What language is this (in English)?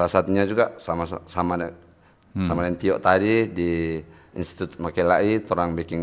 Manado Malay